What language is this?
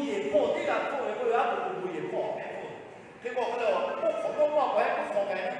Lahu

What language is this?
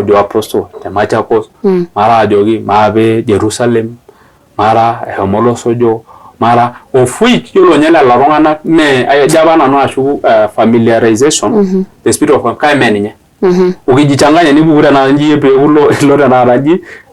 Masai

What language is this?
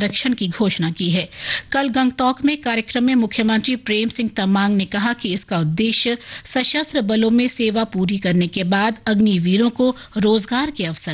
Hindi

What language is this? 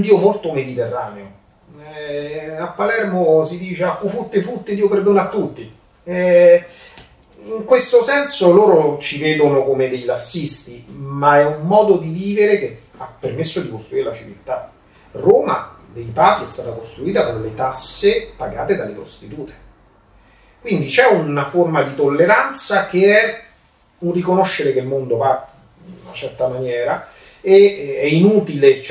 Italian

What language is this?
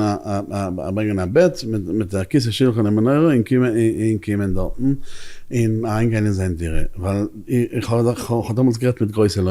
Yiddish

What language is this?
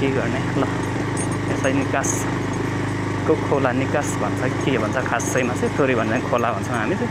Nepali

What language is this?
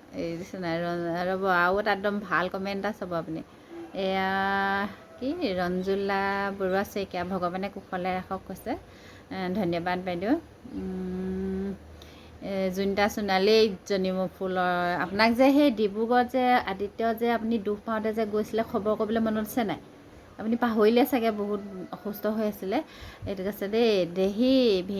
Assamese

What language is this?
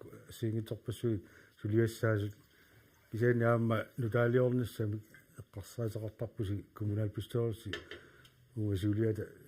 Kalaallisut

